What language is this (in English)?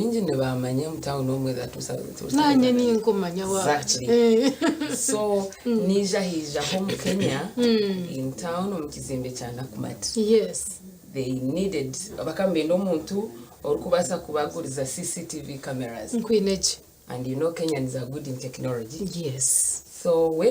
Nyankole